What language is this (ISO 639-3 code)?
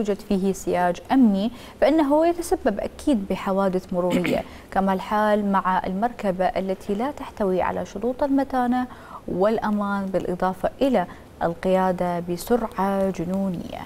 acm